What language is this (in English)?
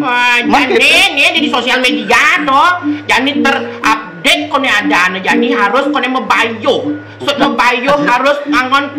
Balinese